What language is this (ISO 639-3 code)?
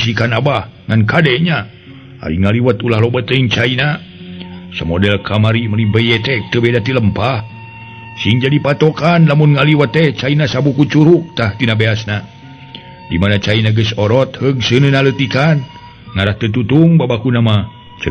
sun